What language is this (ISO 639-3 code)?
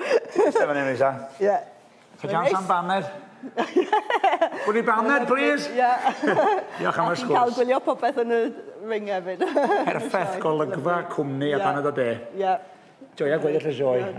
cym